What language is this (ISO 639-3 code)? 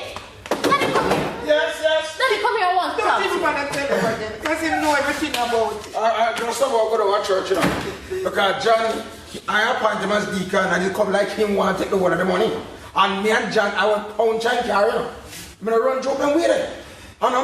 jam